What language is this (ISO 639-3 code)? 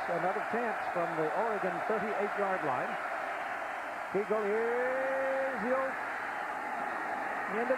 eng